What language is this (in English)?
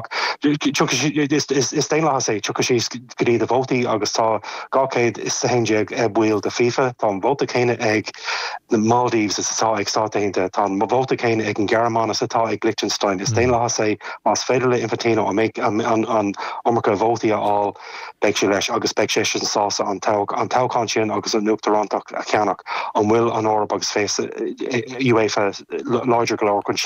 Irish